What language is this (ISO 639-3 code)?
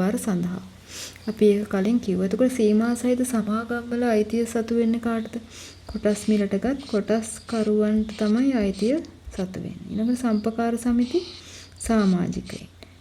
sin